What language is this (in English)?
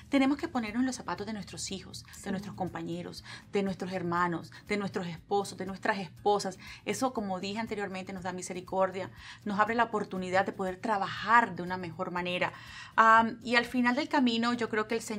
Spanish